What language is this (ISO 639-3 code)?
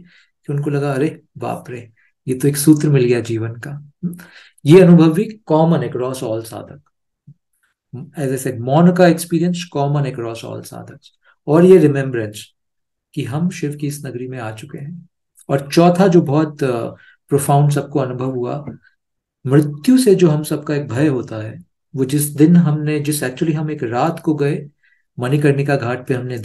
hin